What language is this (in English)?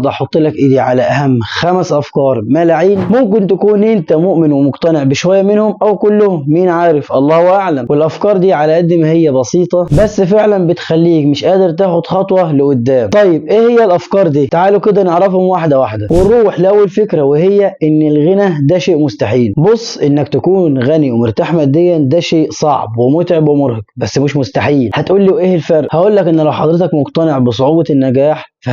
Egyptian Arabic